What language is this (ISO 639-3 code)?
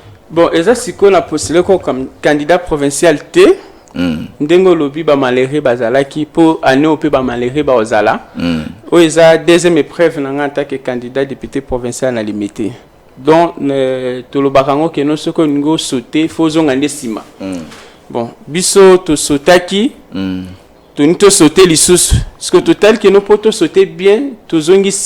lin